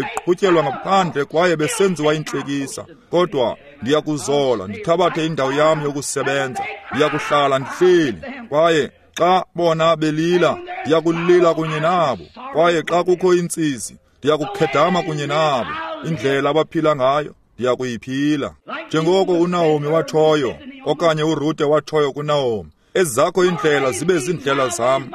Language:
Xhosa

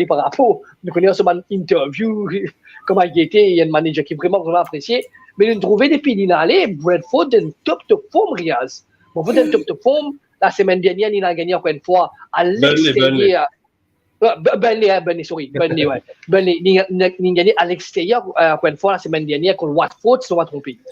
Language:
Morisyen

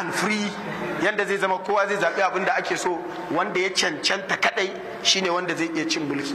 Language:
Hausa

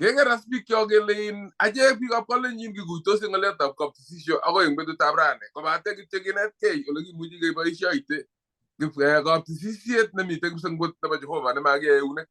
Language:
Kalenjin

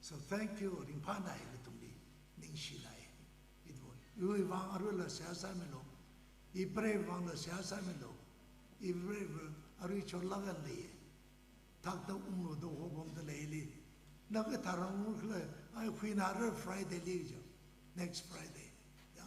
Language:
Tangkhul Naga (India)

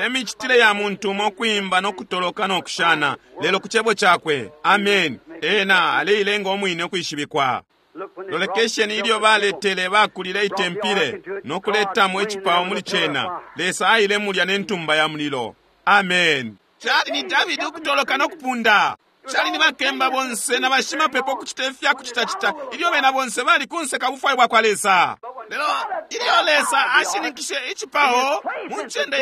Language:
Bemba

